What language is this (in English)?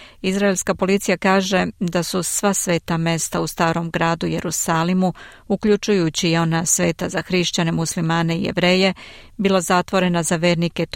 Serbian